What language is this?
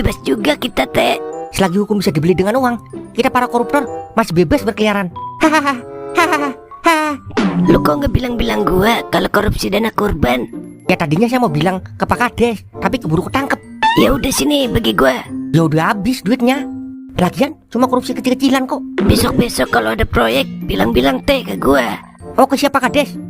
Betawi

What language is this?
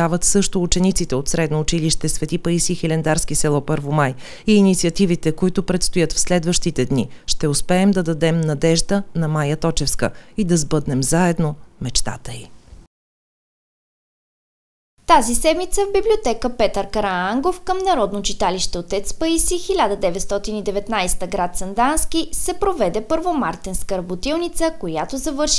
Bulgarian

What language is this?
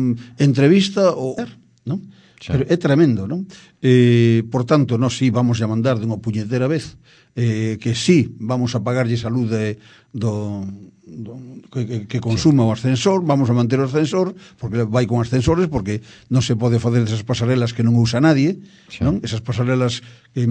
Galician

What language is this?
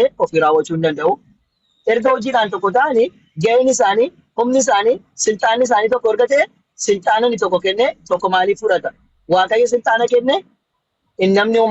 Oromo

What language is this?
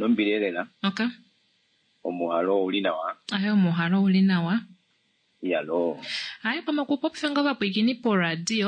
Kuanyama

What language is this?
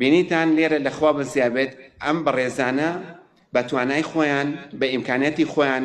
Central Kurdish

